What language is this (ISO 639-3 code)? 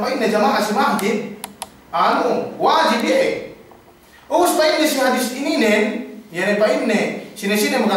yka